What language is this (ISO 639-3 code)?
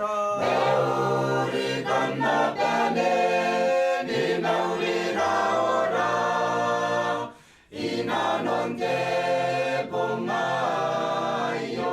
gil